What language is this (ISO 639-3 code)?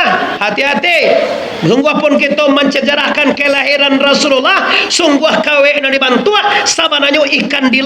min